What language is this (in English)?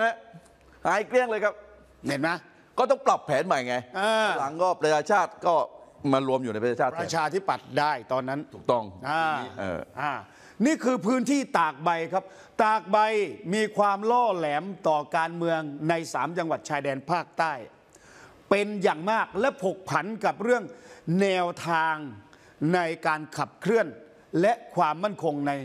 Thai